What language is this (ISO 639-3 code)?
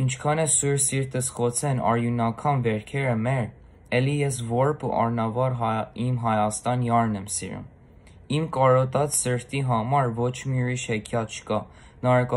hye